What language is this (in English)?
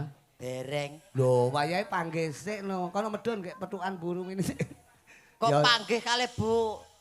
Javanese